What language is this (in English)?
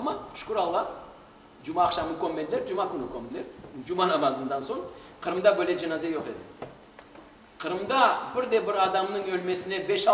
Crimean Tatar